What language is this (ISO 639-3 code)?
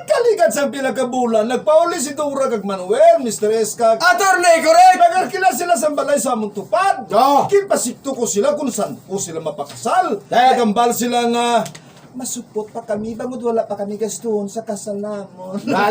hil